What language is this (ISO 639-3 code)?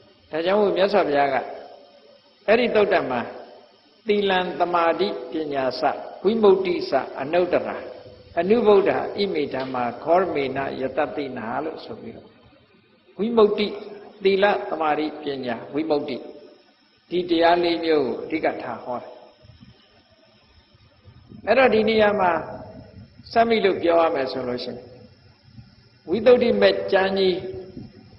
mya